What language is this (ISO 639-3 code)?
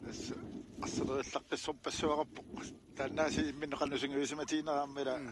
kal